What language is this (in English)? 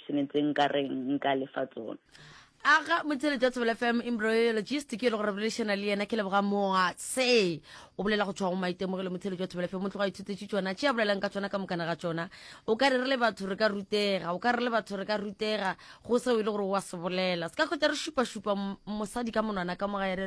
Northern Sotho